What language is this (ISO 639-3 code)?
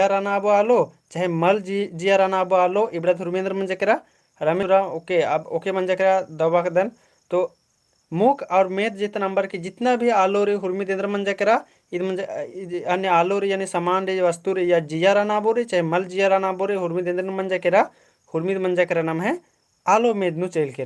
kru